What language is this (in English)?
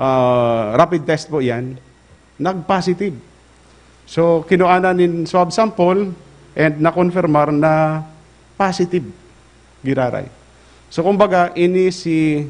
Bikol